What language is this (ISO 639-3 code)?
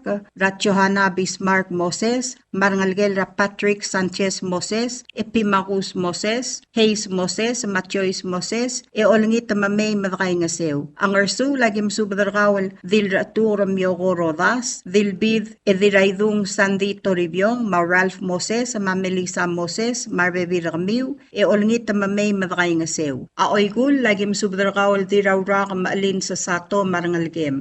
pau